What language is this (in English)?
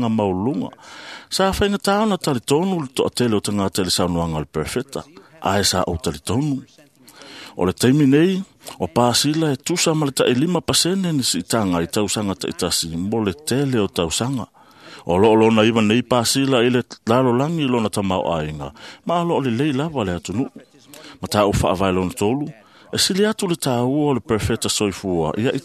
Samoan